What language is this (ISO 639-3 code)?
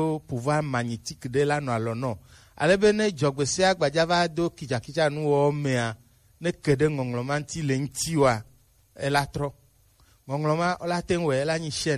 gej